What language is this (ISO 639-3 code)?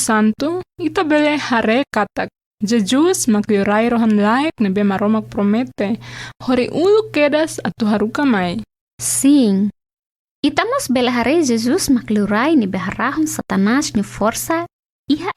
tet